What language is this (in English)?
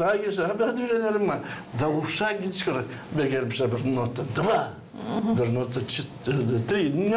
Gagauz